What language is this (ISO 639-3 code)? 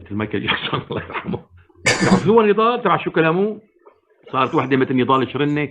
apc